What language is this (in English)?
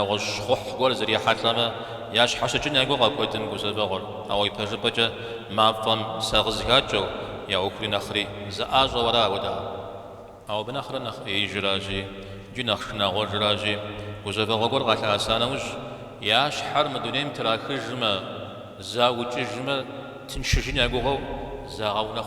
Kabardian